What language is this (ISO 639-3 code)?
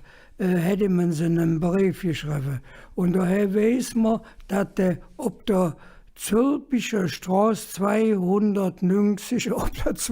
ksh